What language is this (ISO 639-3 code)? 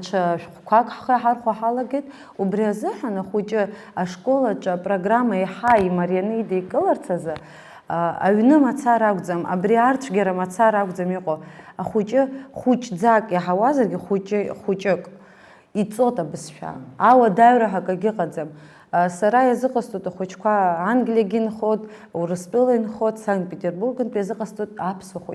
abk